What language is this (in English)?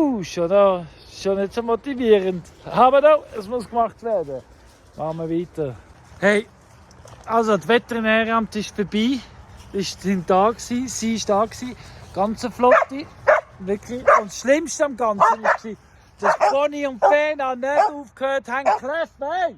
Swiss German